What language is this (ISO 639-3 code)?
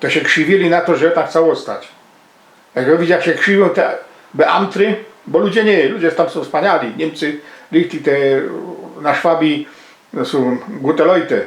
szl